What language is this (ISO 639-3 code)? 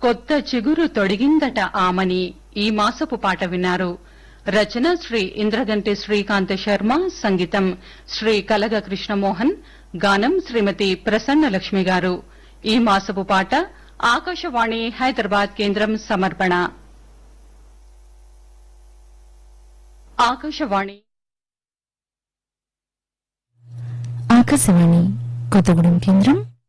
tel